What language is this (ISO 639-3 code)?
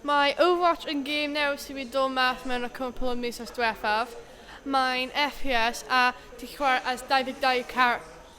cym